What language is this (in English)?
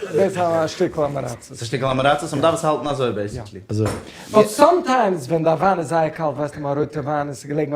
Yiddish